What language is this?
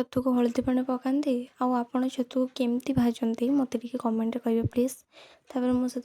Odia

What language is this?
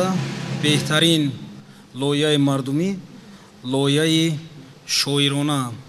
Tajik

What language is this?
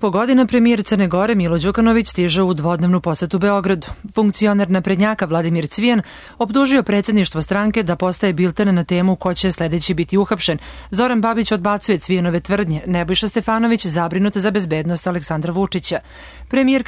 Serbian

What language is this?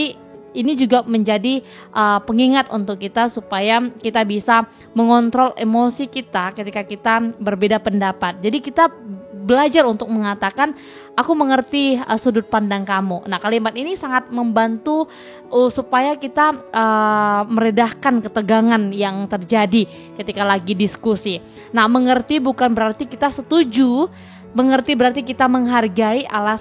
Indonesian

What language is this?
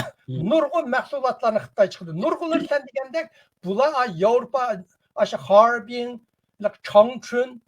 Uyghur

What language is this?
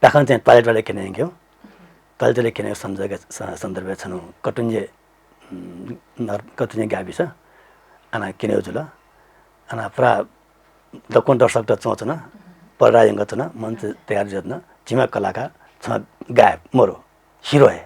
Newari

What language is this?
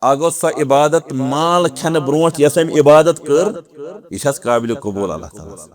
Kashmiri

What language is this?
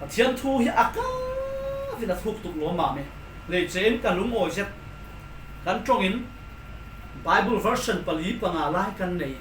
Falam Chin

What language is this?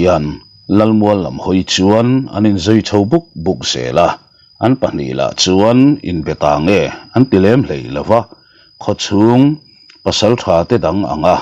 Mizo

